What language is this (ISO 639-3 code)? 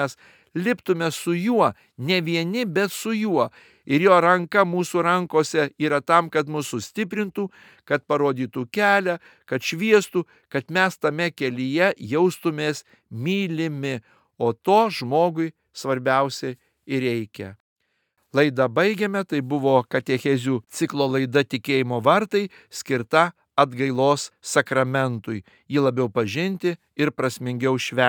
lit